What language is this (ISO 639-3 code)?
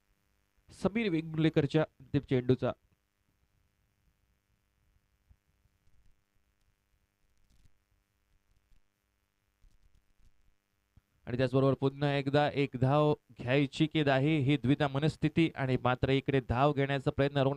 mar